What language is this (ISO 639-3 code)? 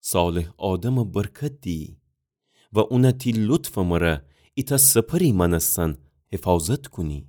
glk